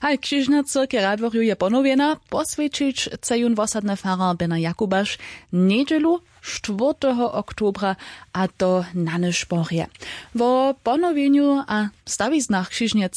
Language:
Upper Sorbian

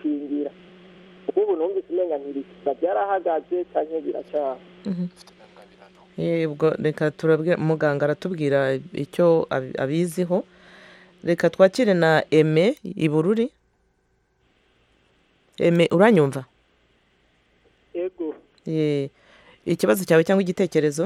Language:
Kinyarwanda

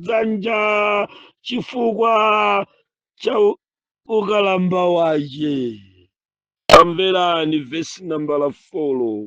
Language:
Nyanja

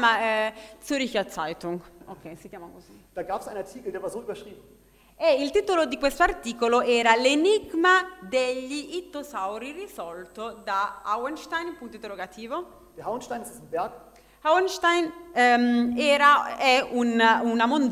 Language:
Italian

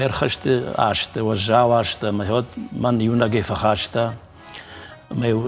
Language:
Ossetic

